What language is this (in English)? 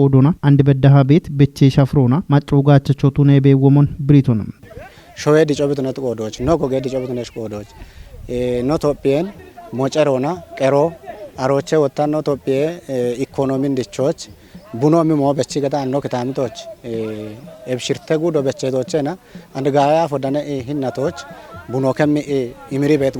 Kafa